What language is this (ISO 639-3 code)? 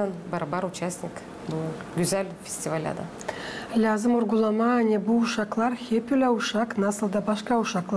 gag